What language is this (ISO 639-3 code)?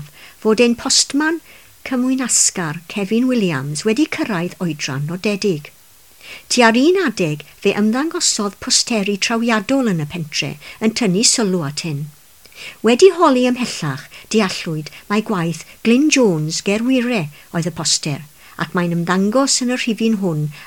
cym